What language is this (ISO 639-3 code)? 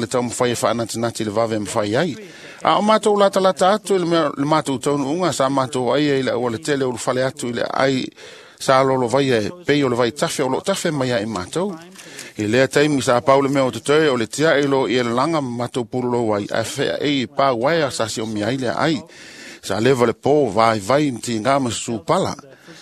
smo